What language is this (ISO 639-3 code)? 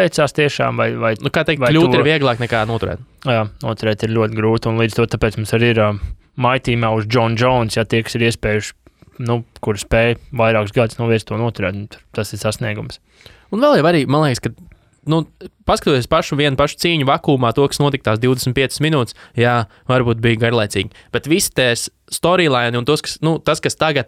lav